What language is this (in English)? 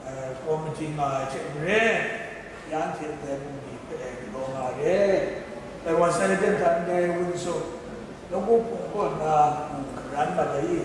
Kachin